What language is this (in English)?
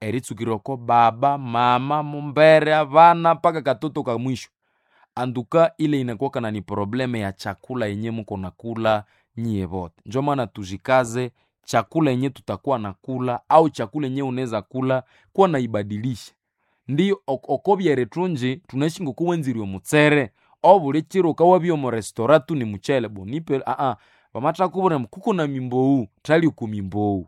Nande